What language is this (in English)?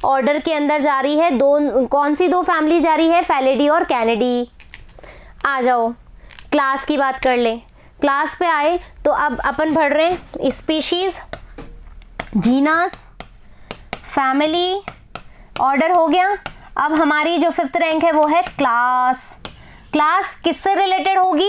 Hindi